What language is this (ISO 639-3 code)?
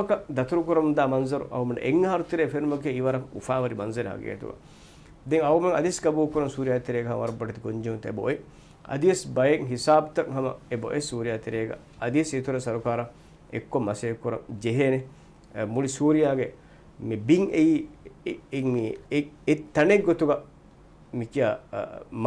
div